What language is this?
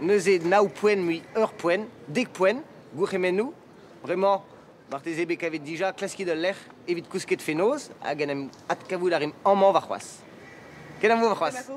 Breton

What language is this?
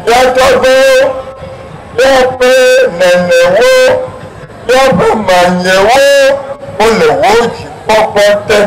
Ewe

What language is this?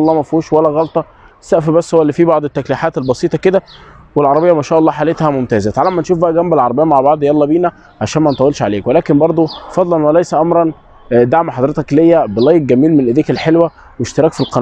Egyptian Arabic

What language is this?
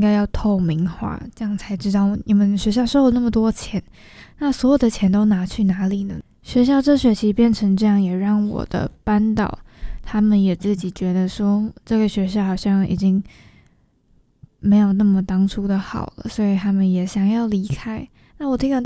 Chinese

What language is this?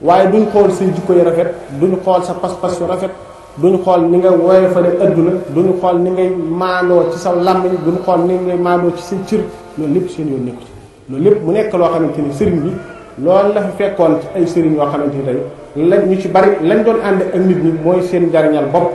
Wolof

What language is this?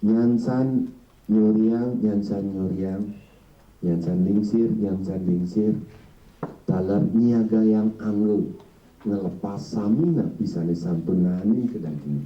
Balinese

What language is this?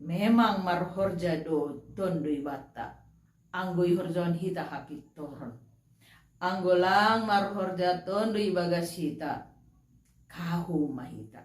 Batak Simalungun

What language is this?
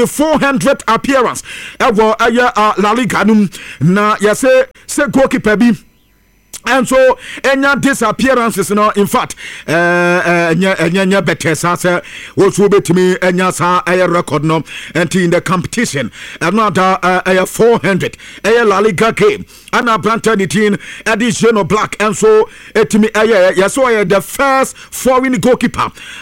Akan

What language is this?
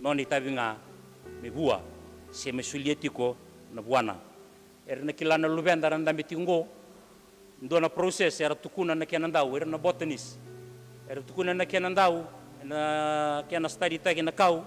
Fijian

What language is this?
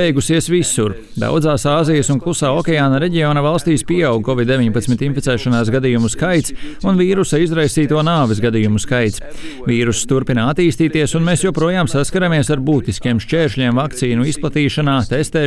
Latvian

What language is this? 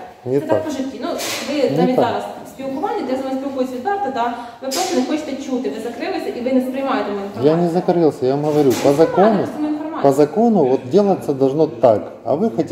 Ukrainian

